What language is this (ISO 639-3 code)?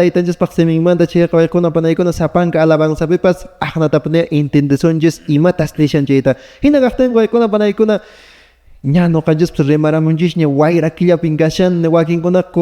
que